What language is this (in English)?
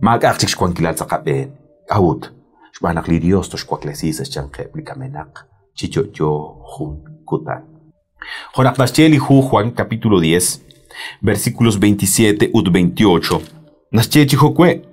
Kekchí